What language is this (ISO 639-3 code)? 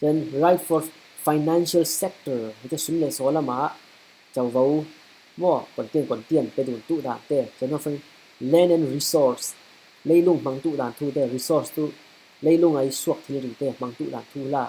cfm